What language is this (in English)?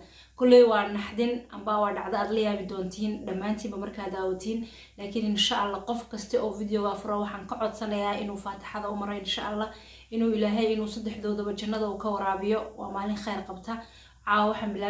Somali